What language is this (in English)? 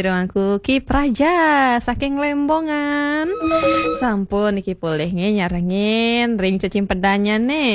Balinese